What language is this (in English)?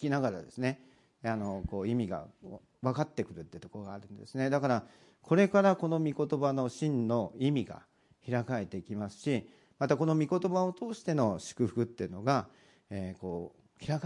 Japanese